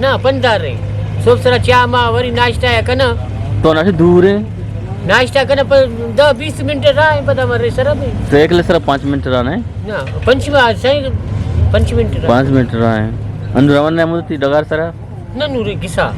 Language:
Eastern Balochi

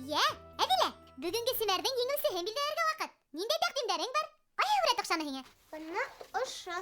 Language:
Bashkir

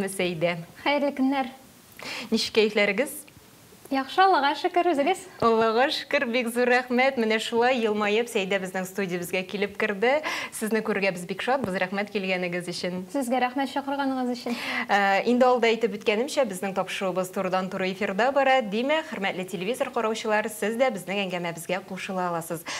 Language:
Tatar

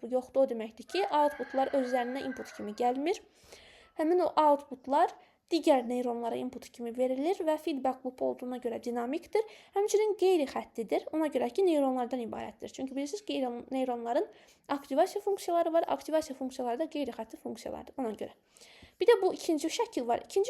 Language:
Azerbaijani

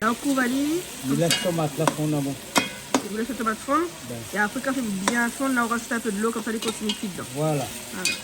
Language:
Réunion Creole French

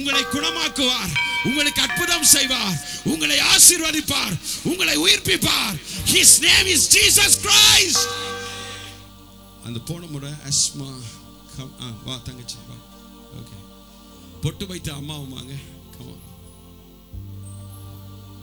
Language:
Tamil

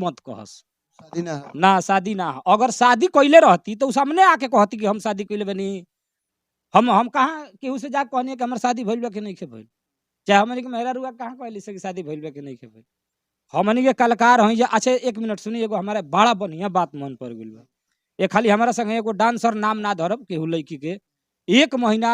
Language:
Bhojpuri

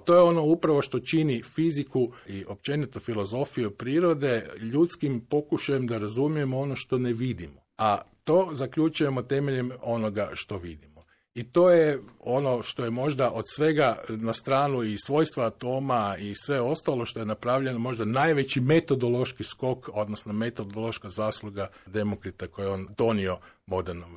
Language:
Croatian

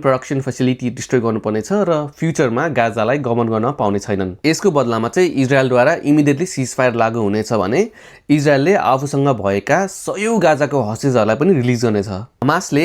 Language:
Nepali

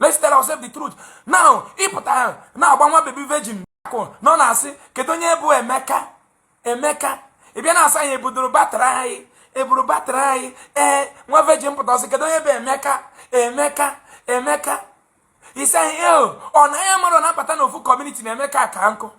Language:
Igbo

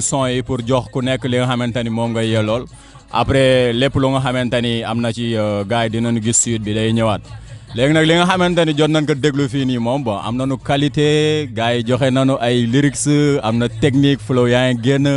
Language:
Wolof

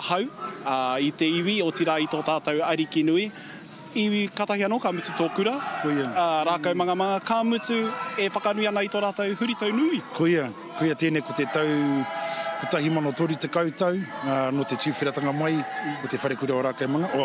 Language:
Māori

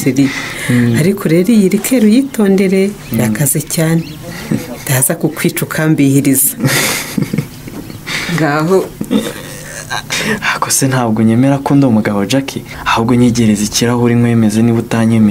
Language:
Kinyarwanda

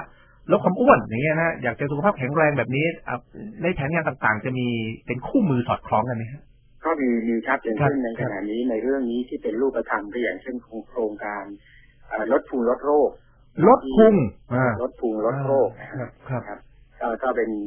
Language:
Thai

